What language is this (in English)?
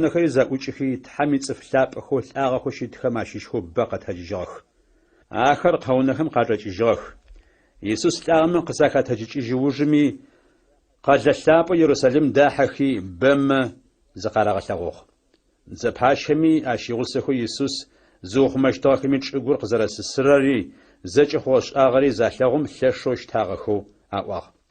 Adyghe